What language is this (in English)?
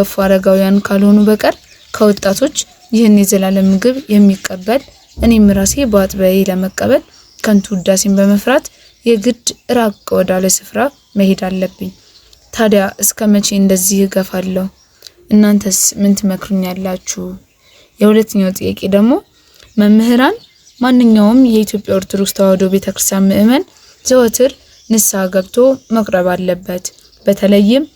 Amharic